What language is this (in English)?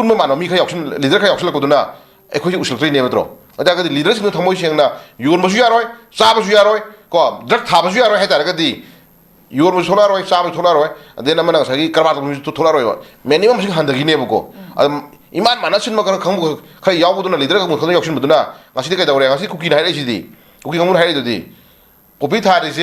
Manipuri